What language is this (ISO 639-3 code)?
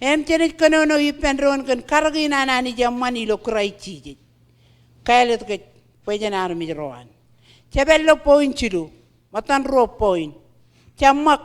mah